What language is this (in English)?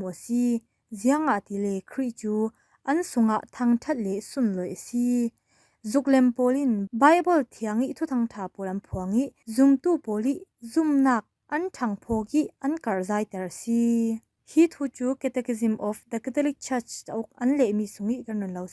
Falam Chin